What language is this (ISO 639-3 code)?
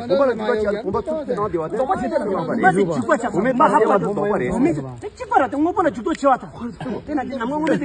bod